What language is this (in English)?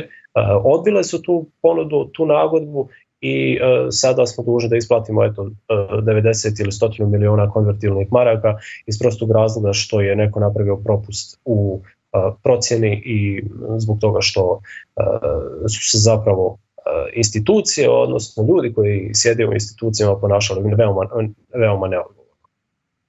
Bosnian